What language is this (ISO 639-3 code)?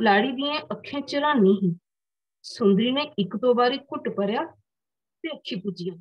doi